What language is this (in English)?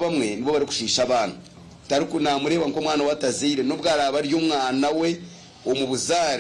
Nyankole